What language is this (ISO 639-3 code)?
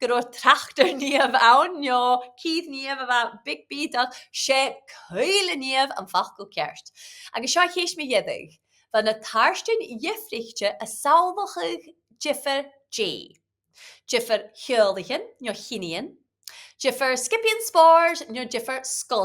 gla